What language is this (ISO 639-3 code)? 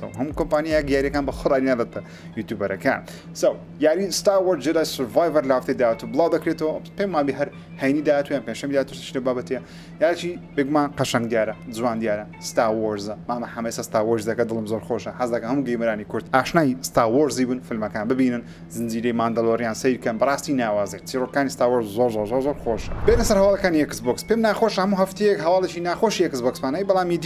ckb